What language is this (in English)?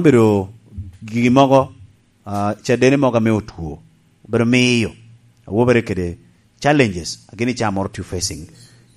Lango (Uganda)